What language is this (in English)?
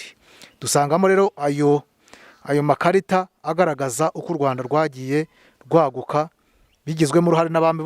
Kinyarwanda